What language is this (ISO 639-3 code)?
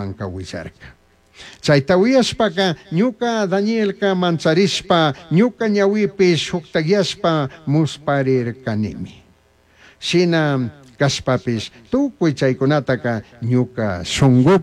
qug